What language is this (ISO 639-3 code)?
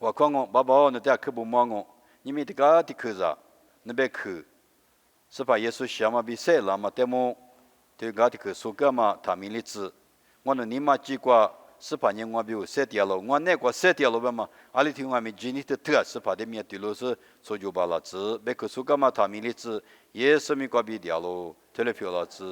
lis